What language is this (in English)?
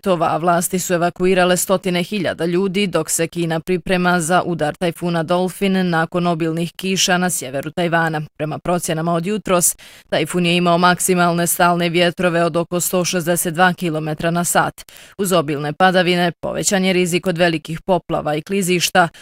Bosnian